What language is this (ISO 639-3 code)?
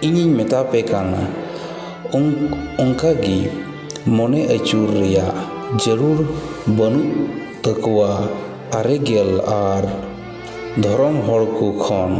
sat